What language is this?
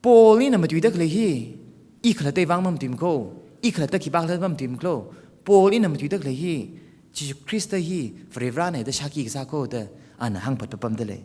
Tangkhul Naga (India)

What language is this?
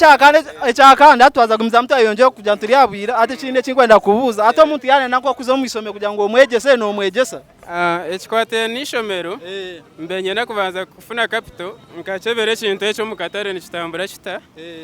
Nyankole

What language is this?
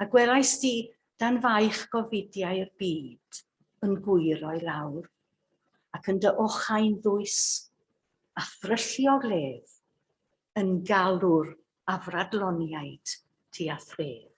Welsh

